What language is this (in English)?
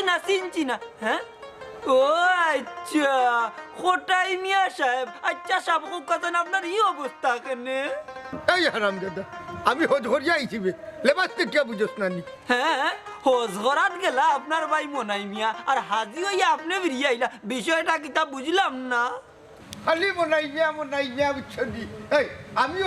Sylheti